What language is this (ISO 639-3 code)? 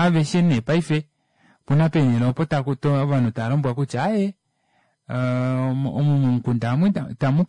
kua